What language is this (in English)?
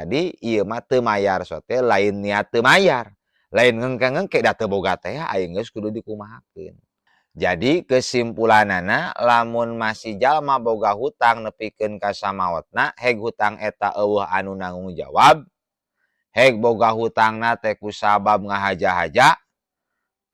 Sundanese